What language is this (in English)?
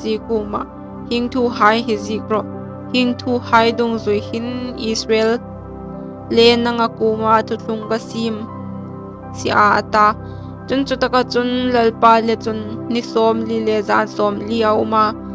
Hmar